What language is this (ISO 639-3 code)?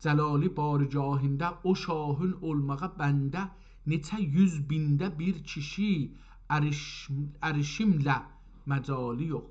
azb